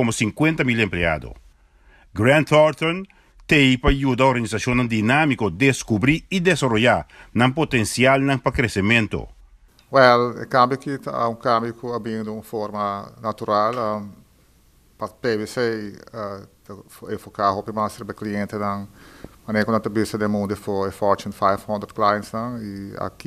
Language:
Papiamento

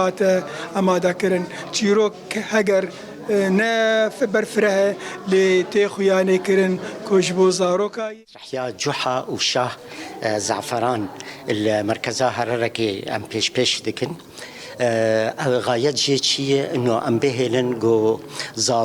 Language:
Kurdish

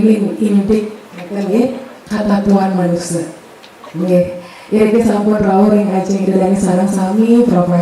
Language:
Balinese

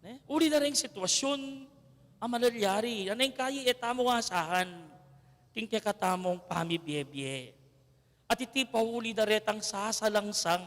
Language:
Pampanga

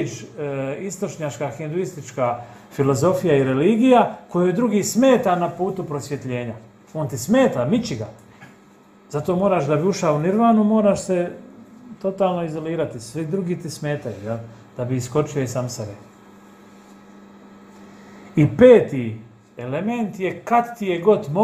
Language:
Croatian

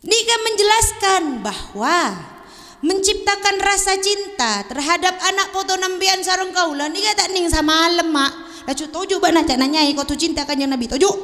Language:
Madurese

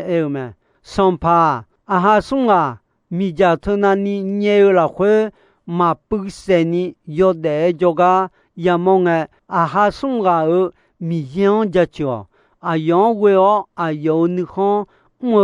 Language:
Akha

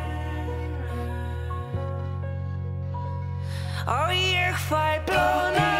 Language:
Icelandic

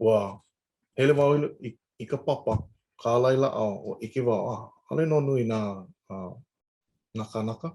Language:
Hawaiian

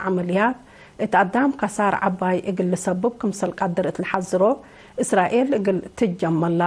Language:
Tigre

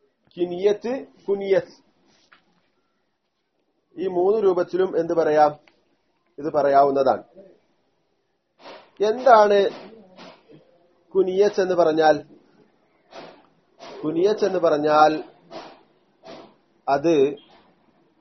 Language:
Malayalam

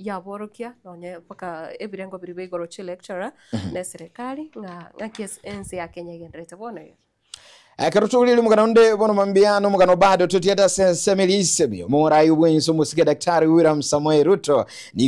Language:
Gusii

